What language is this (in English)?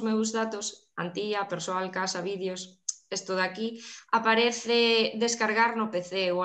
Galician